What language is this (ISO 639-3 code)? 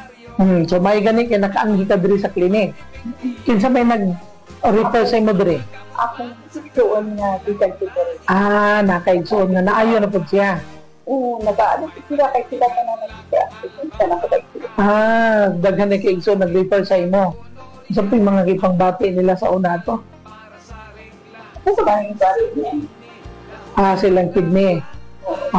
ceb